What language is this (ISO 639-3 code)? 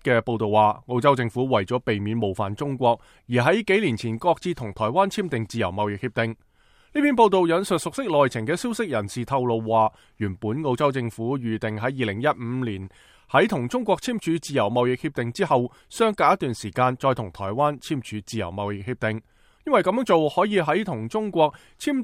yue